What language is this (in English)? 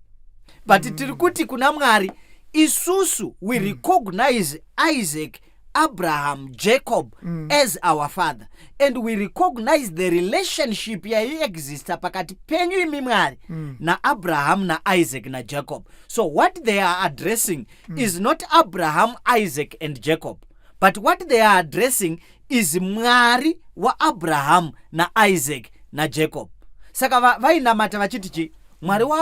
Shona